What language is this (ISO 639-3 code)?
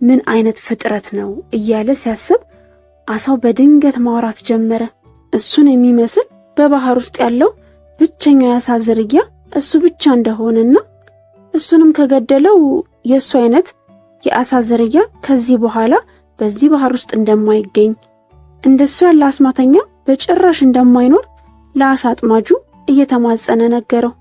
amh